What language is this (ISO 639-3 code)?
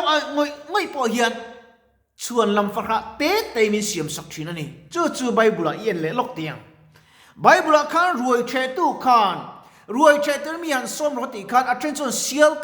lus